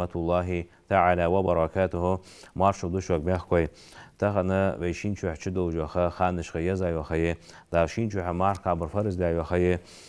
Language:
Ingush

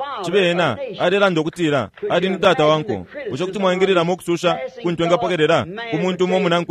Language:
Bemba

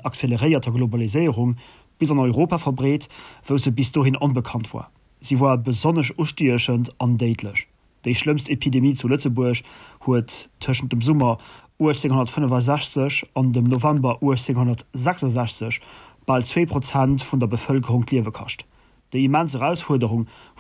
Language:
Luxembourgish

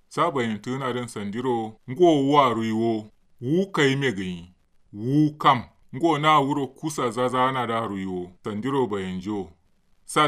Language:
Kanuri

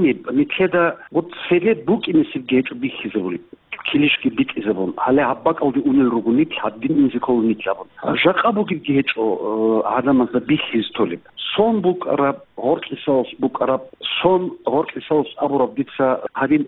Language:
Avaric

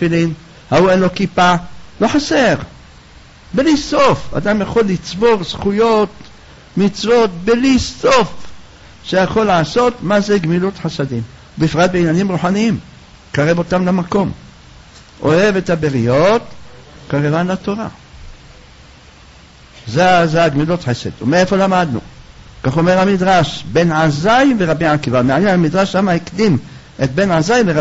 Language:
Hebrew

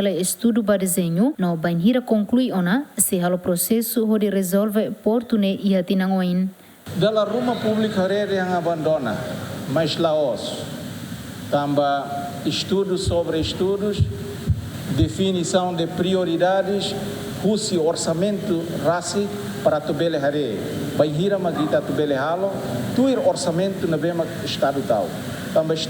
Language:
Tetum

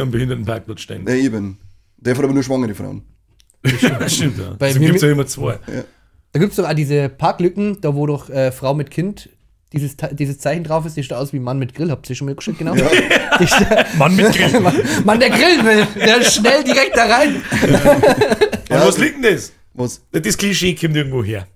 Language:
Bavarian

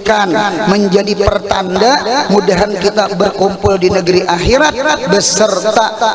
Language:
Banjar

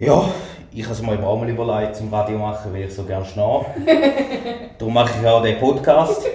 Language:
Swiss German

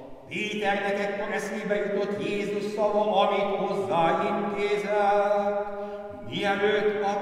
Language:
Hungarian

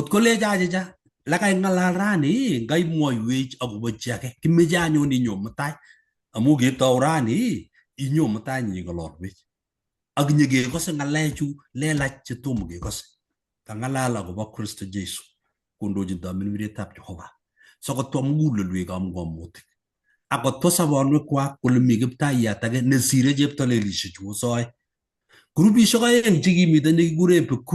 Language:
Kalenjin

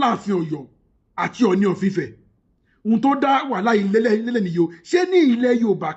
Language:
Yoruba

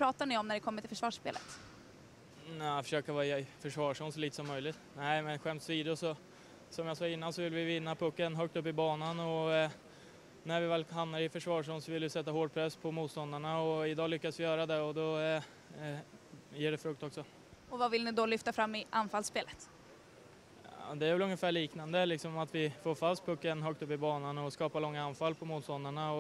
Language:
Swedish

